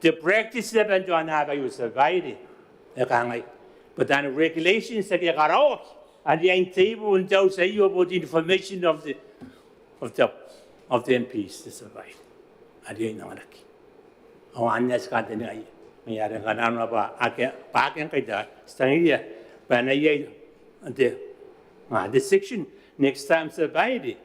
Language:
Gilbertese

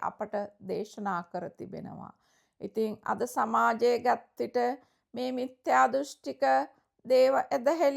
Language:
Sinhala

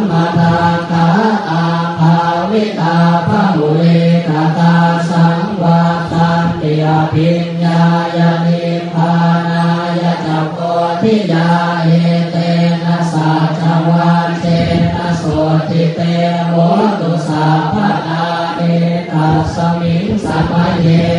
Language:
Pali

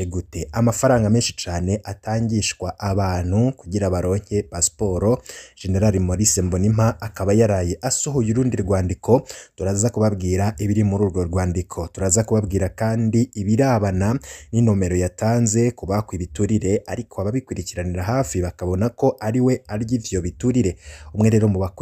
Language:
Rundi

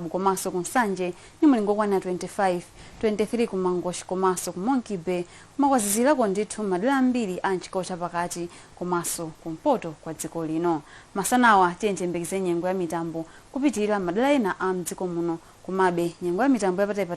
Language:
Nyanja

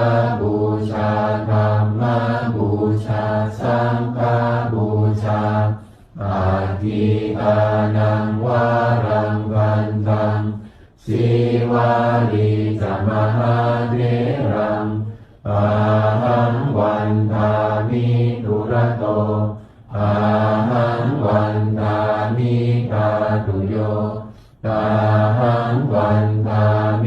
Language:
Pali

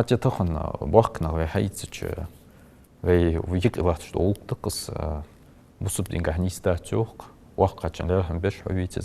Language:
Ingush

